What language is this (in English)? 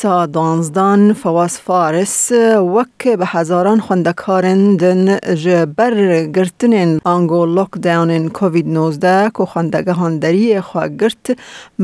Kurdish